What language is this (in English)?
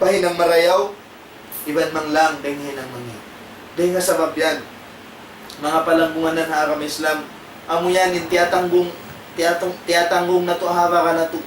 Tausug